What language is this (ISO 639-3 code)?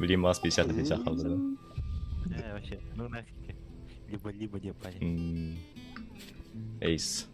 sah